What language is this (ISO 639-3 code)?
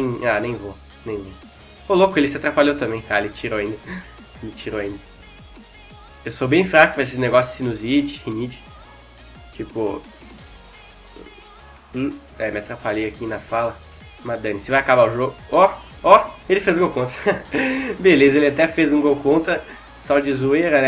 por